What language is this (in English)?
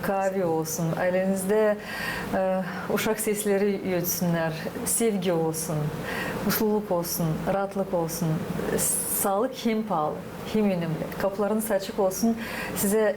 Gagauz